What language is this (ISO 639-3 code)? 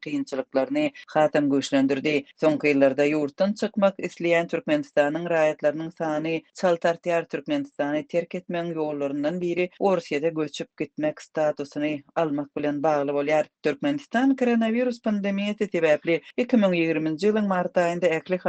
tuk